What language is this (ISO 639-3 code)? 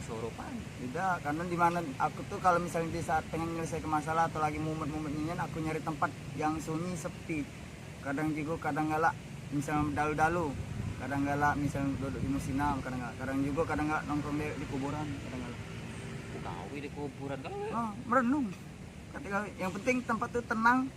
mui